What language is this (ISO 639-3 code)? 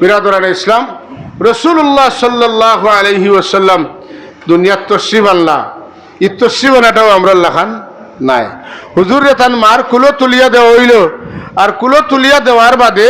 syl